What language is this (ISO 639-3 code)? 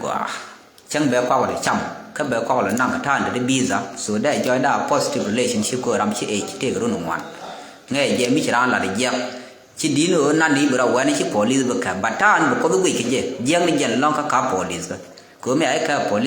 nus